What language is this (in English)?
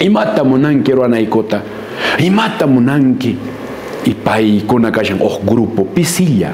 Quechua